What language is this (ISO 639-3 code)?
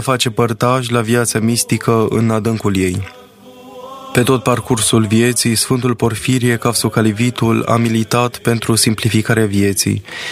ron